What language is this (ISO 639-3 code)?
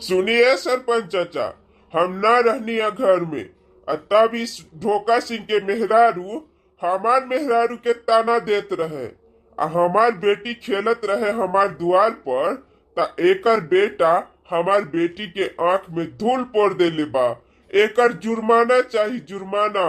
bho